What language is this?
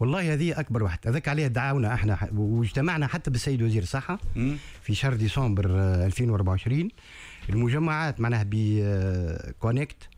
Tunisian Arabic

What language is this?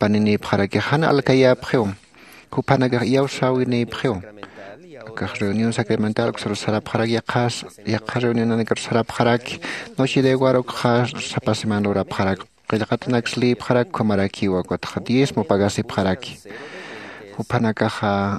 Aymara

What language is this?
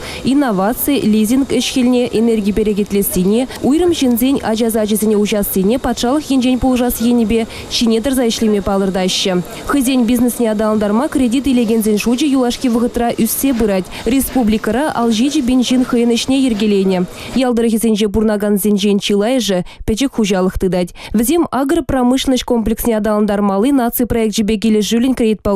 Chuvash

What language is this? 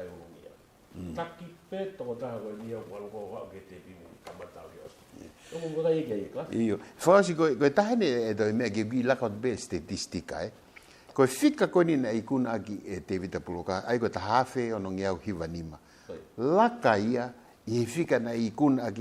Tongan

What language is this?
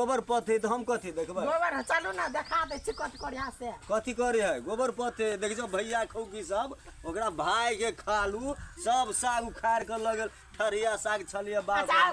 Maithili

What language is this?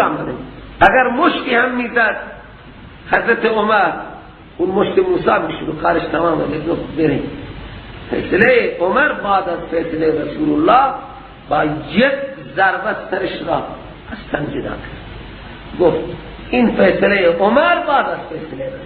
Persian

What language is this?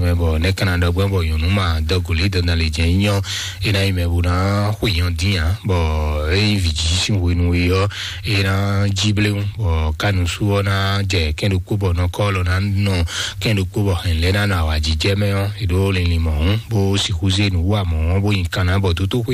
Fon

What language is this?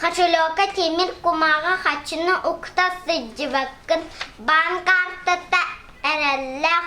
Yakut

